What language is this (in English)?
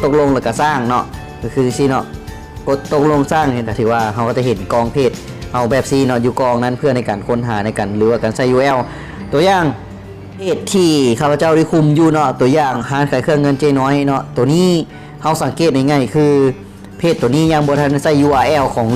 Lao